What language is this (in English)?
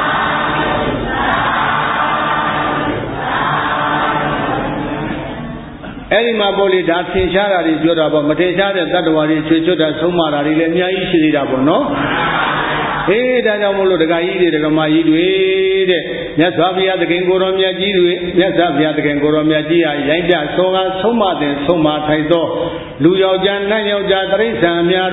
Burmese